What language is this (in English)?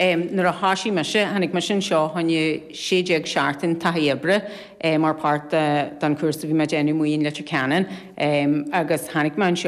Irish